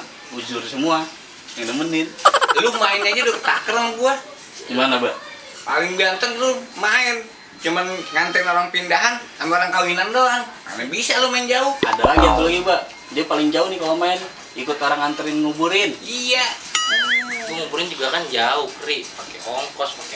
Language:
Betawi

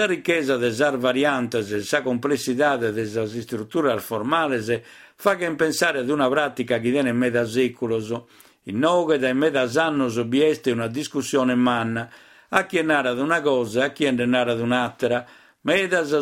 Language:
Sardinian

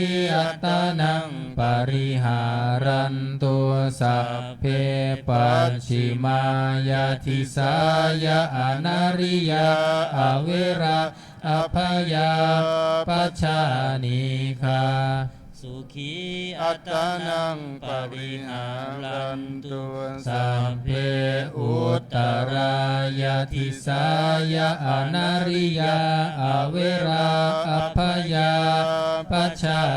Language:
Pali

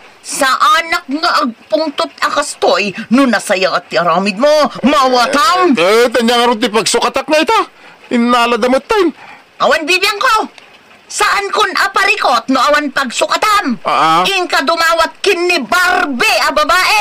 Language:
Iloko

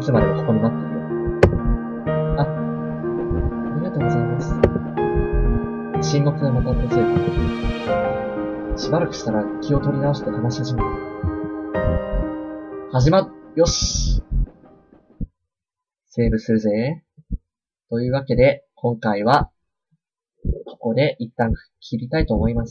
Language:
Japanese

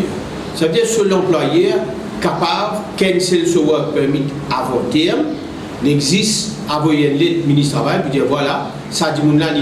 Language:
Morisyen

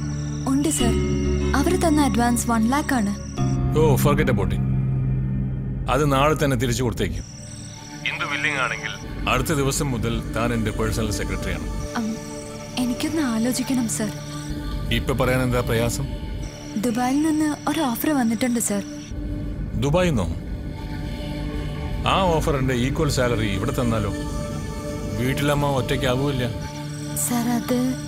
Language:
Malayalam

